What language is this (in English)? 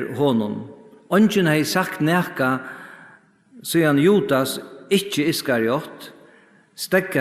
Faroese